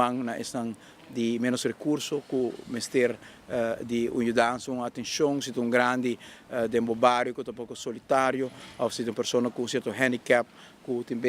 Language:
Papiamento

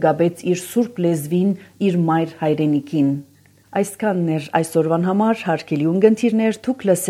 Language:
Armenian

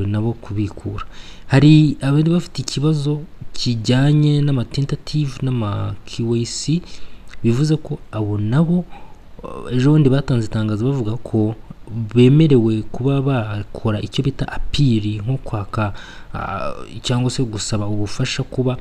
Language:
Kinyarwanda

